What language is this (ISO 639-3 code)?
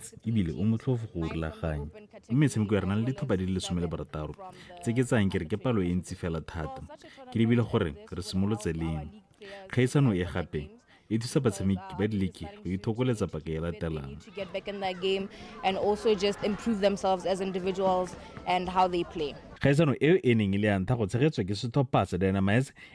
tsn